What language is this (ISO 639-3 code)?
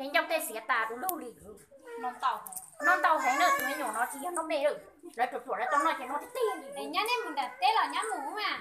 hmn